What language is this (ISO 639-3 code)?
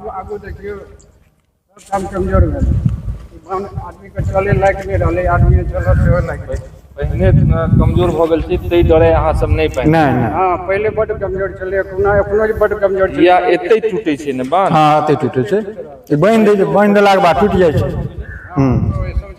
mai